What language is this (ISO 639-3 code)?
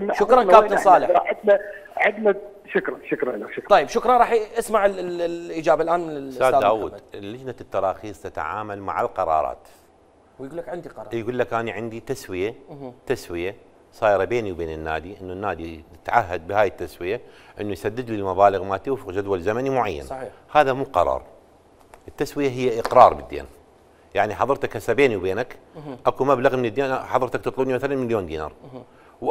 acm